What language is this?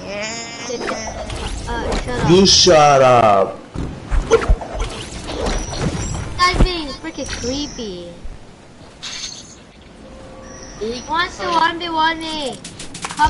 English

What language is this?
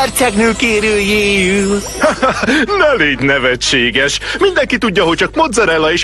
Hungarian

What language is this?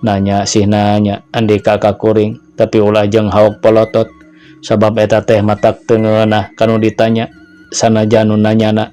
Sundanese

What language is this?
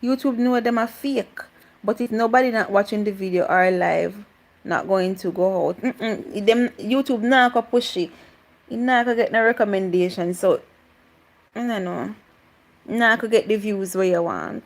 Jamaican Creole English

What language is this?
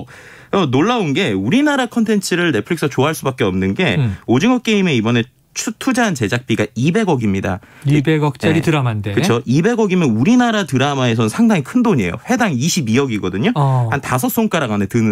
Korean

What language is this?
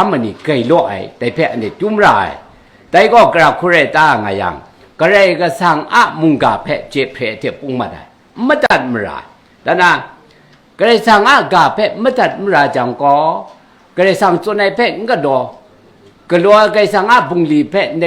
Kachin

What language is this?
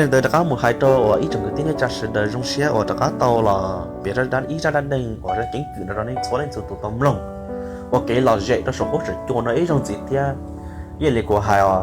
Hmong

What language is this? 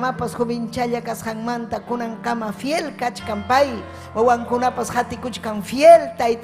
Ayacucho Quechua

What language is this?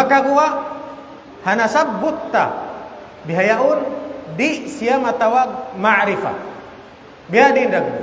Tausug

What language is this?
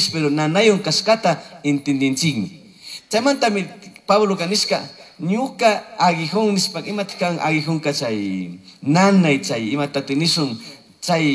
Chimborazo Highland Quichua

